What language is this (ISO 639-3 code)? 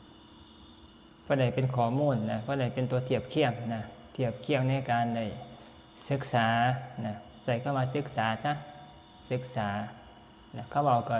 tts